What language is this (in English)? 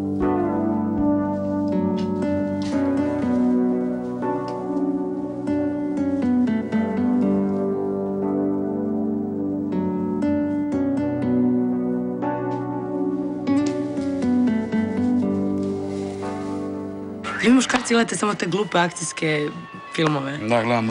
Croatian